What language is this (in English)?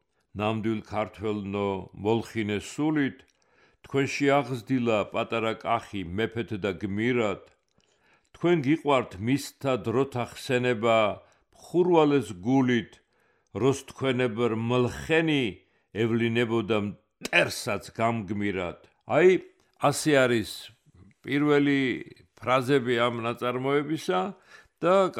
Georgian